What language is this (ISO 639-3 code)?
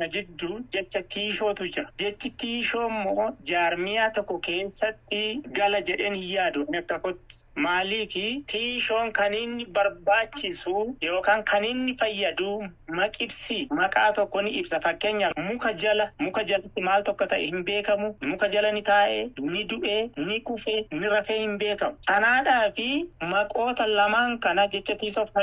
orm